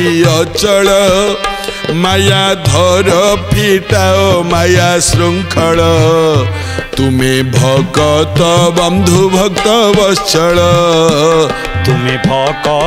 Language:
Odia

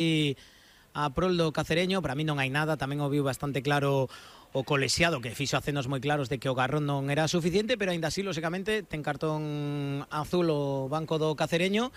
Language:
Galician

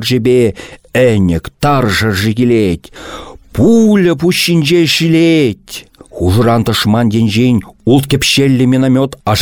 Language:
Chuvash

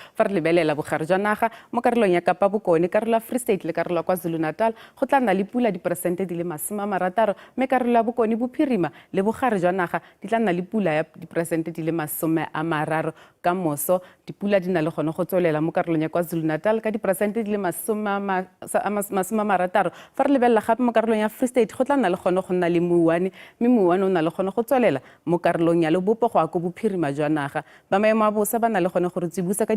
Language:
Tswana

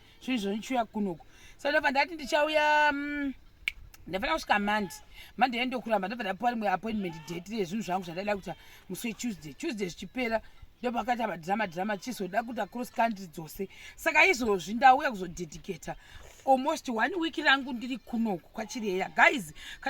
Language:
Shona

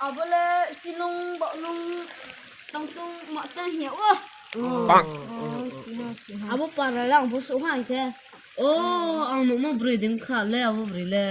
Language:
Riang (India)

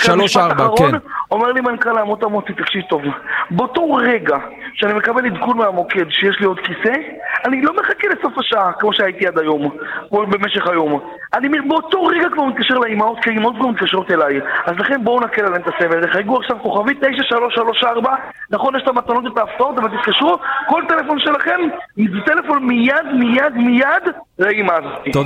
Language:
Hebrew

